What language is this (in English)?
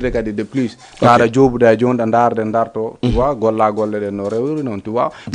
Fula